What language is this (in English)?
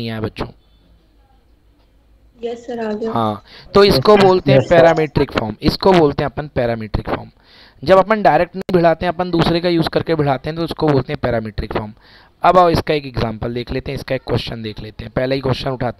Hindi